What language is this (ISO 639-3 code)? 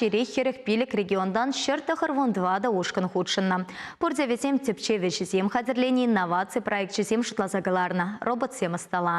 chv